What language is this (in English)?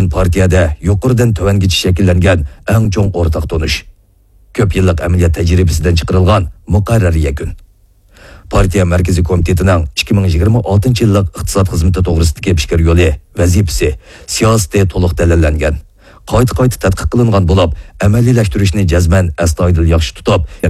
Uyghur